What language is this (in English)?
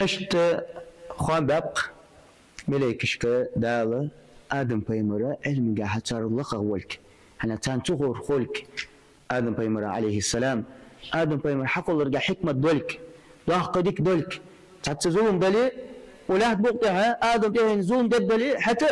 Ingush